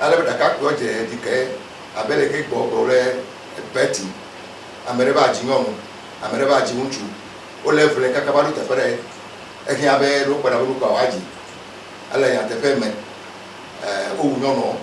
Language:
Ewe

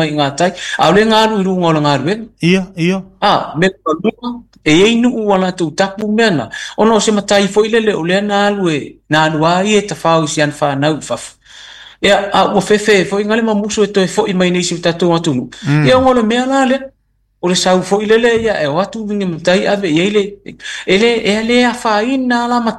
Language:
Samoan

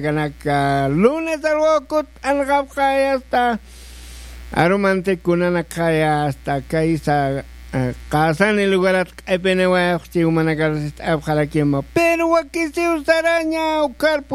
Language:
Aymara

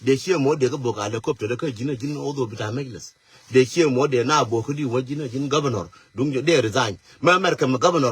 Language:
Nuer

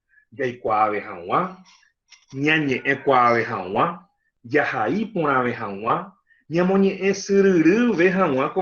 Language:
Guarani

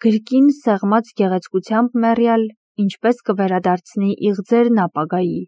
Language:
Armenian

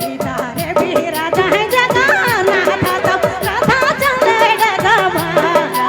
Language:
Sadri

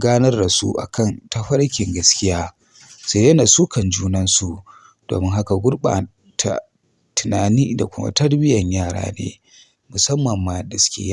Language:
Hausa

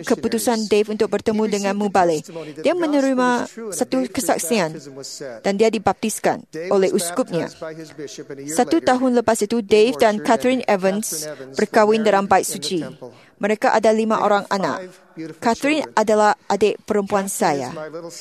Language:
Malay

